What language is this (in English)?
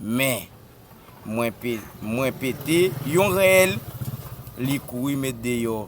Haitian Creole